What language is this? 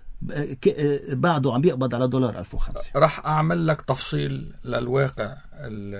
North Levantine Arabic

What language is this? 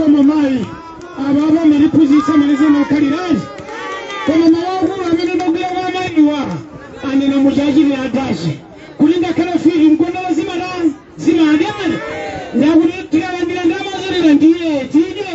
Nyanja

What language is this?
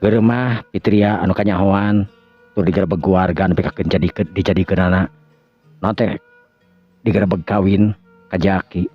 Sundanese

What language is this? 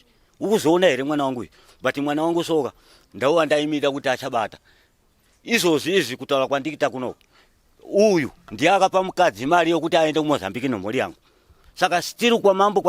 Shona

